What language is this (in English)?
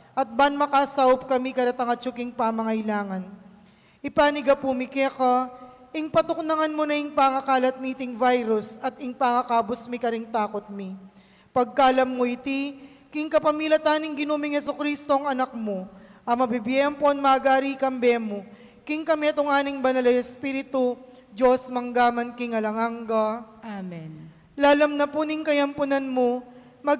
Pampanga